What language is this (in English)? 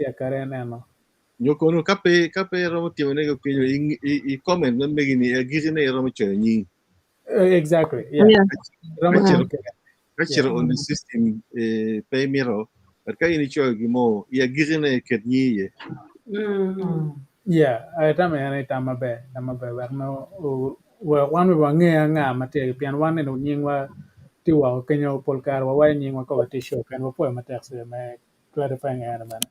Acoli